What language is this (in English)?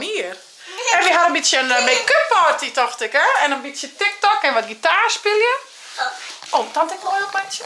Western Frisian